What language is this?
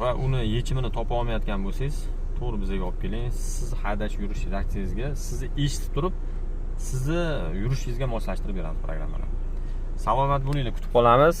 Uzbek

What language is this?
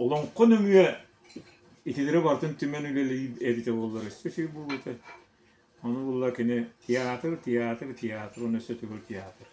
Yakut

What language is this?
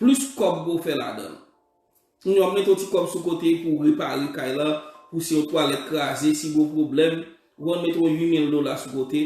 Haitian Creole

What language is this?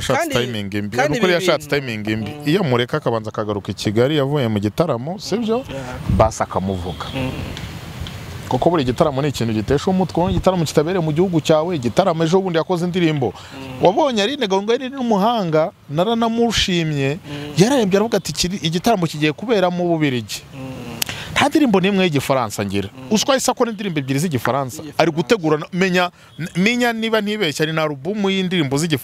Kinyarwanda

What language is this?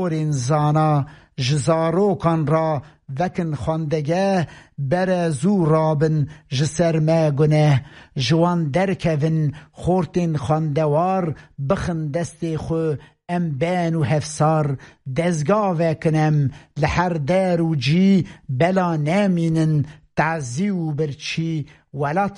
Kurdish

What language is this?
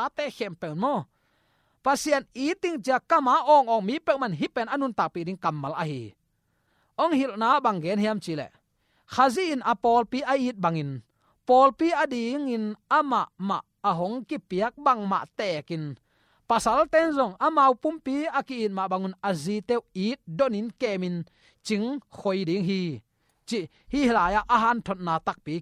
Tedim Chin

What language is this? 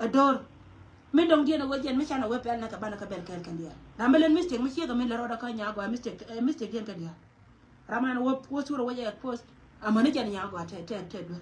Nuer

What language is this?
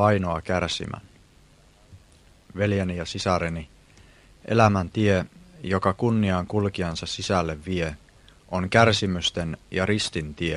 Finnish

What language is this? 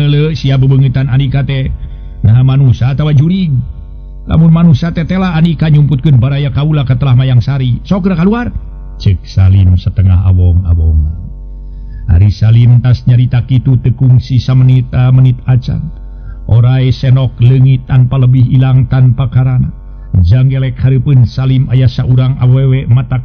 Sundanese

